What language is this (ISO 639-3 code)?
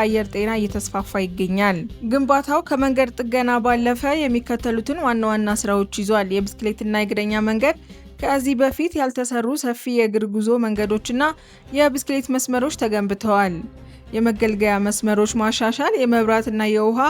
amh